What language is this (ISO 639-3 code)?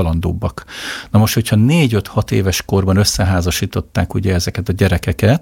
hun